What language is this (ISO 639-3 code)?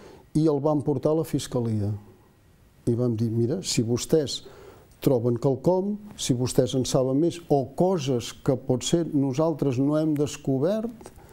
cat